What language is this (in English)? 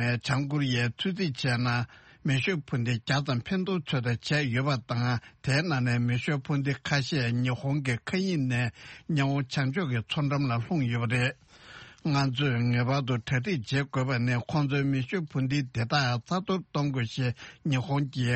Tibetan